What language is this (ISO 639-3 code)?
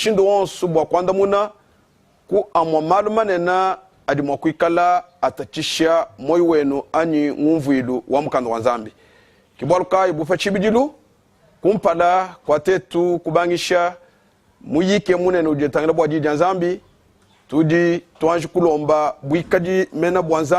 lua